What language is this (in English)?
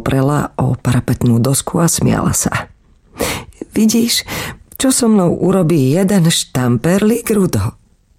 Slovak